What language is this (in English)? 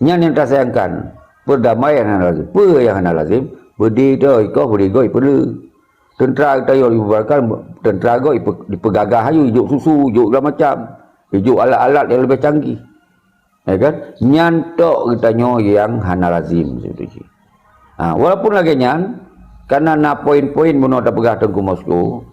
Achinese